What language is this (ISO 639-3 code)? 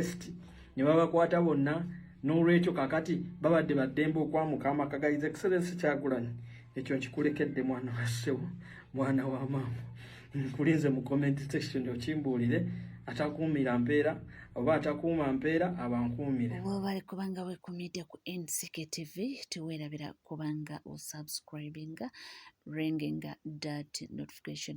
lug